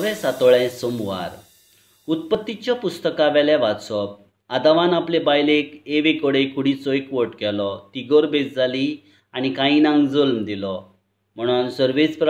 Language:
Konkani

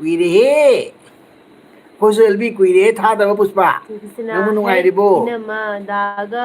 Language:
Manipuri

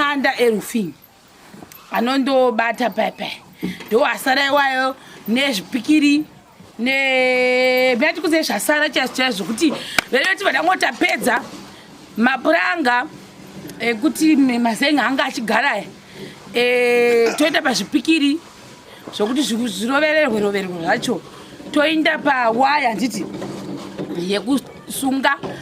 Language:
Shona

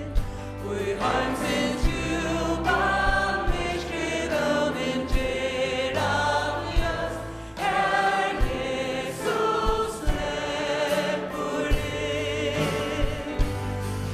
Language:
Faroese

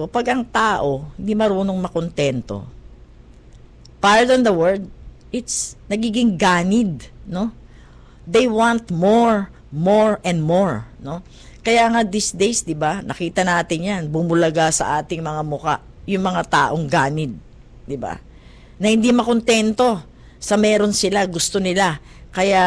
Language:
Filipino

